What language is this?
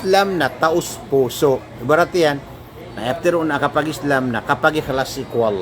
Maranao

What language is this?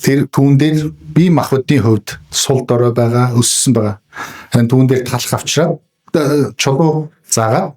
Mongolian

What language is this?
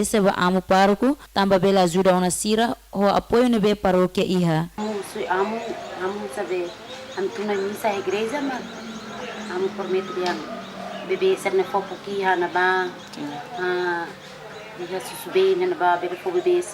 Tetum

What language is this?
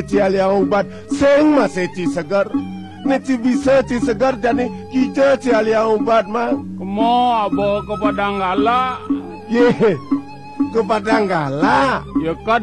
Balinese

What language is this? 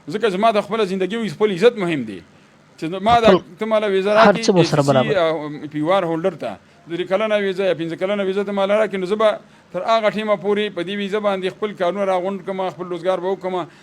Pashto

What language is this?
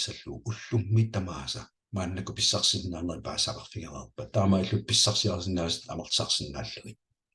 Kalaallisut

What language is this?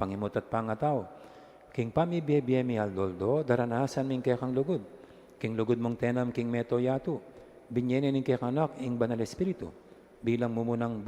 Pampanga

